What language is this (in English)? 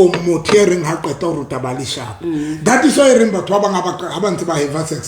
Southern Sotho